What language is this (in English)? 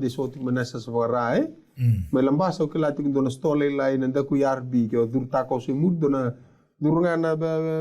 Fijian